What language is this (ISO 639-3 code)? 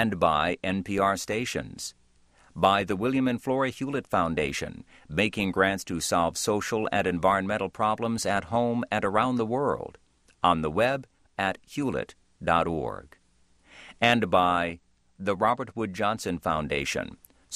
eng